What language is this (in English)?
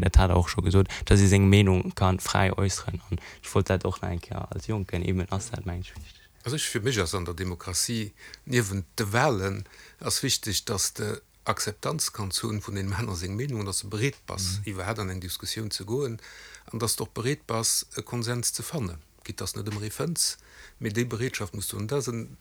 Luxembourgish